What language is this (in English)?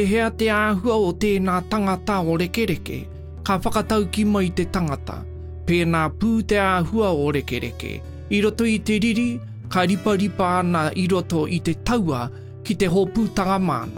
Māori